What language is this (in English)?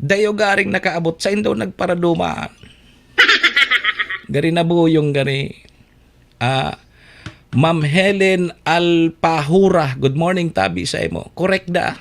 Bikol